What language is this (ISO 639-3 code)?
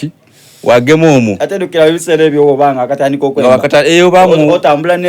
xog